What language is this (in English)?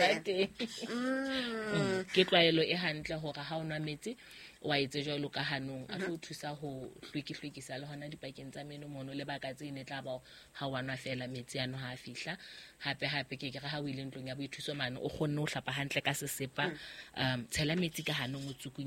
Southern Sotho